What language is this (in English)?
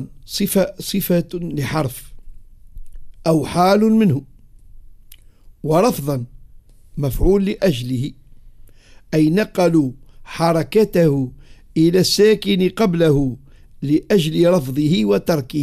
Arabic